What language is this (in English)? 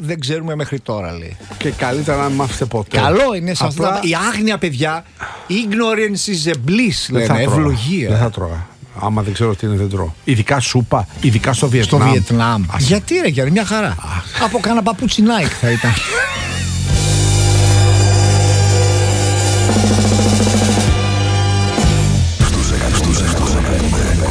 Greek